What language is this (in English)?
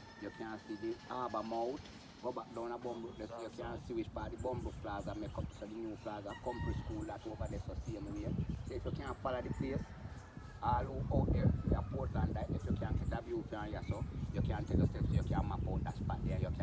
Jamaican Creole English